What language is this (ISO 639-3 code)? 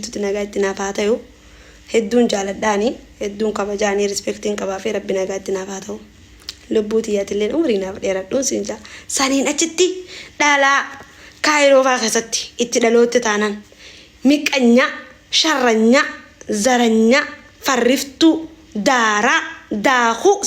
orm